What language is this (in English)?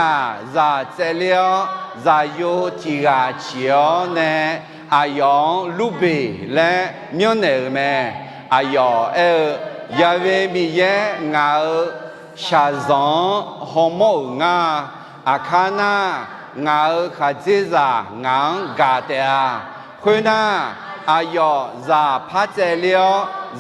Akha